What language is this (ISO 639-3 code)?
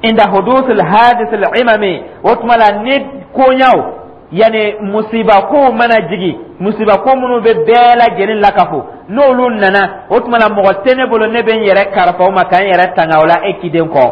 dyu